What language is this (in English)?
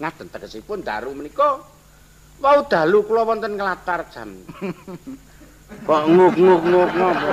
Javanese